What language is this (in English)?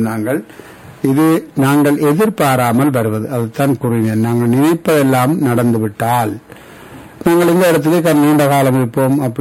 Tamil